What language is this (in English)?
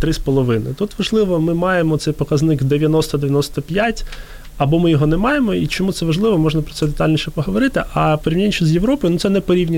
Ukrainian